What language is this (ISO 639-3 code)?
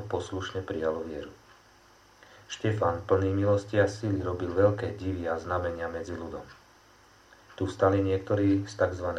slk